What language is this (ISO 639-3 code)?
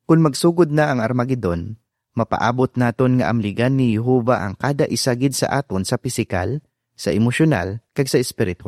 hil